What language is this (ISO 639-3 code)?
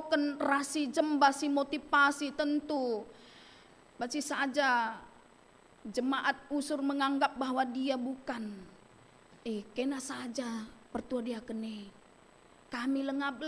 btx